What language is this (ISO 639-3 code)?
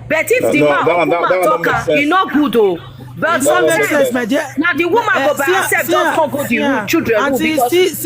pcm